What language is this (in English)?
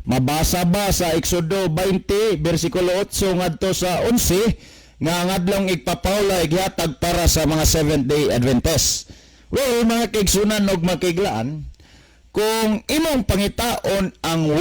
Cebuano